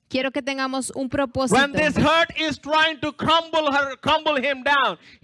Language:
Spanish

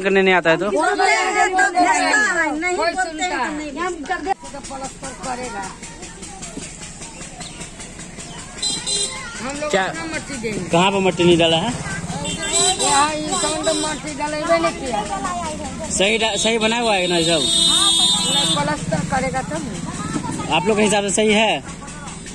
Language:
Hindi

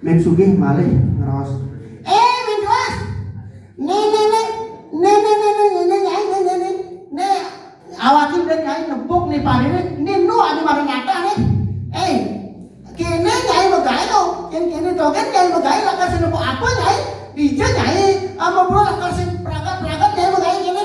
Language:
Balinese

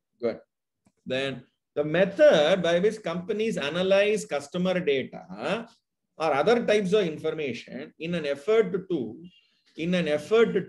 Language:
English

